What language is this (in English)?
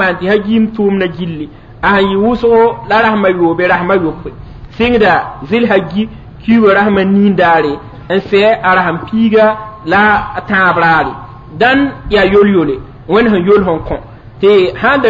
Mossi